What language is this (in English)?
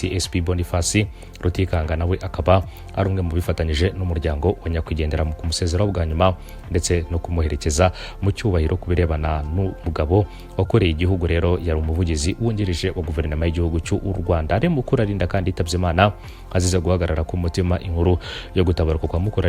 Kinyarwanda